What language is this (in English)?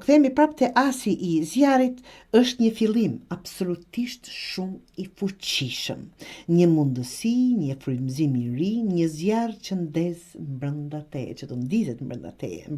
Albanian